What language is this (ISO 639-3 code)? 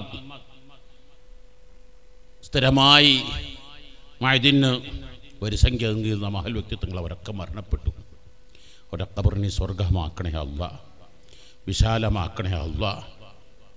mal